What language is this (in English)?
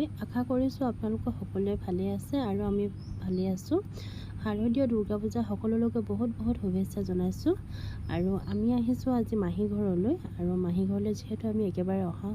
Assamese